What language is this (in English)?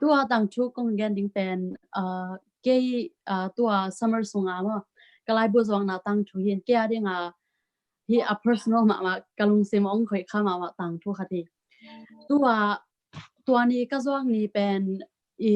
Tedim Chin